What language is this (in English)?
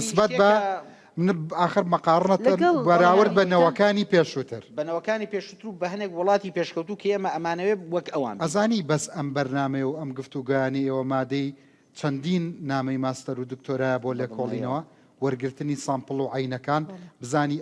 Central Kurdish